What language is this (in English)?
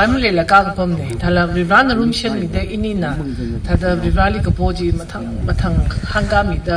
Tangkhul Naga (India)